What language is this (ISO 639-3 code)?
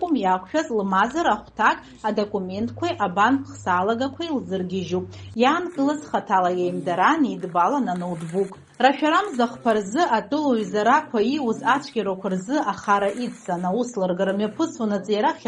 abk